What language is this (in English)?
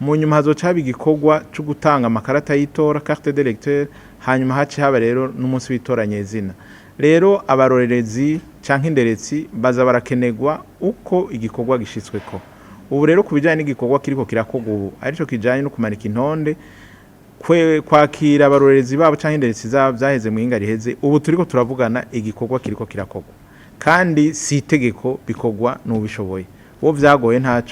Rundi